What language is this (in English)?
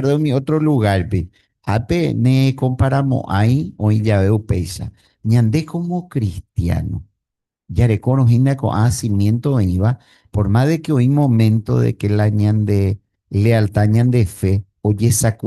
Guarani